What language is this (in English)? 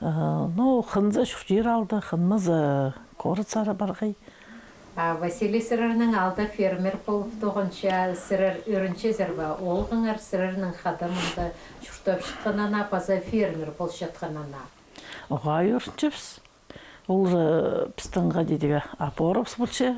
Khakas